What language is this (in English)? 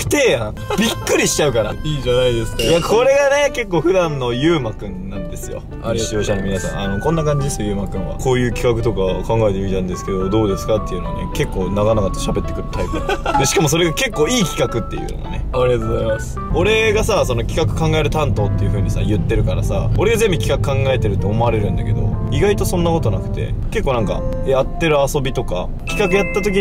Japanese